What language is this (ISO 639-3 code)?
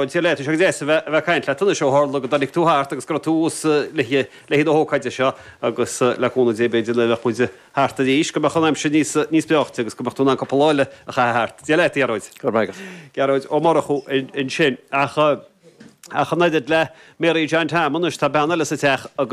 gle